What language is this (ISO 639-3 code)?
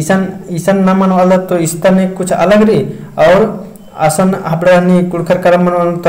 kru